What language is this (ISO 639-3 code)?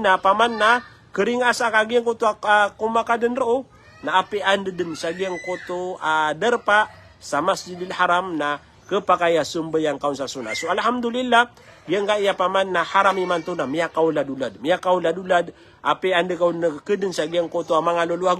mrw